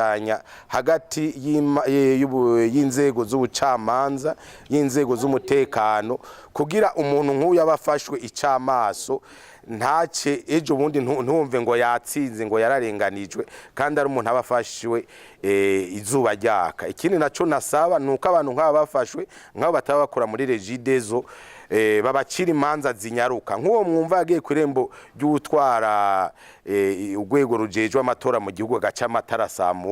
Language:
Rundi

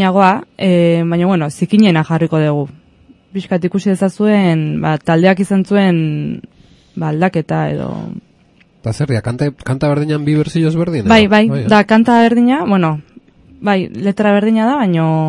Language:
Basque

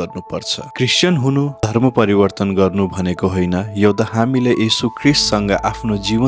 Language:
Nepali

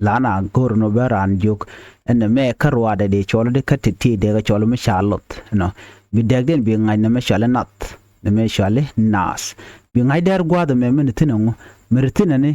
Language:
Nuer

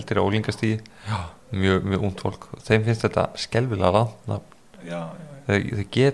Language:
Icelandic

